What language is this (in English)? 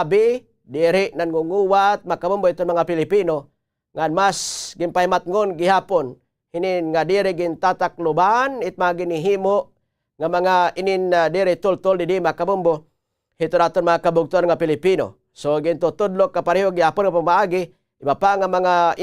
Waray